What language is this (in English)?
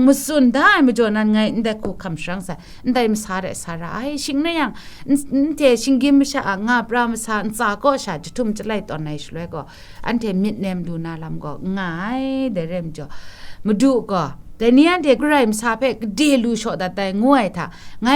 Kachin